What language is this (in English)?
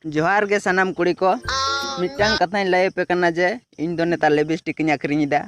Santali